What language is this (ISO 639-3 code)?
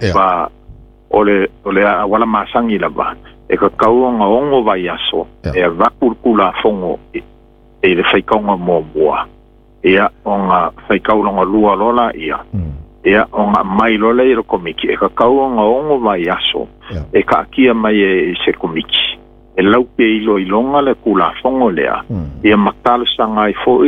smo